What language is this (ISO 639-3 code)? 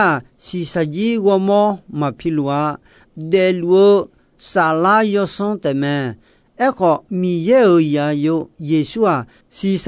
ahk